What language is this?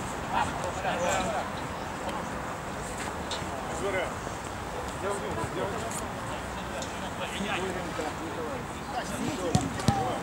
Russian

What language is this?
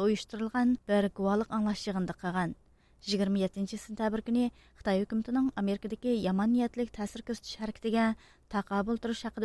Uyghur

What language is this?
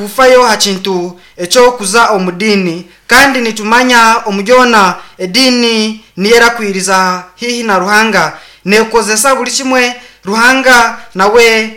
Nyankole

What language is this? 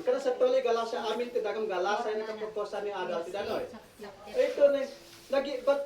Isnag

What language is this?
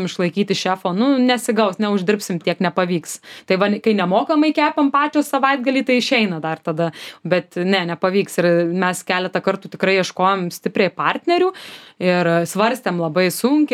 Lithuanian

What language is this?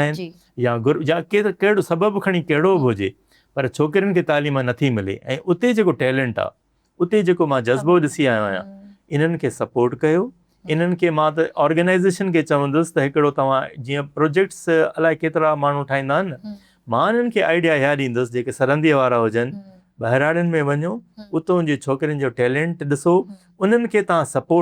Sindhi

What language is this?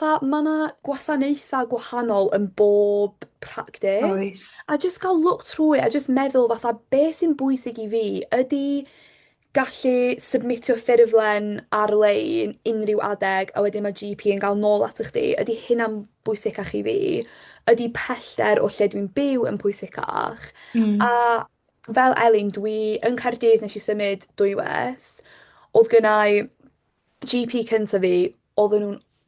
Welsh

